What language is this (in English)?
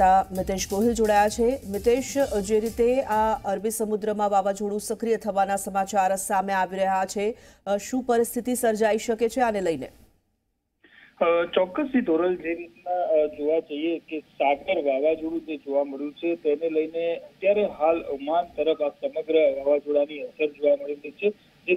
Gujarati